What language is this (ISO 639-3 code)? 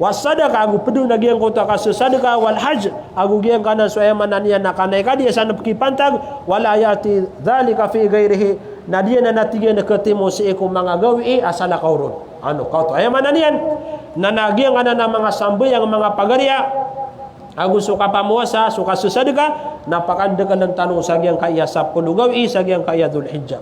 mrw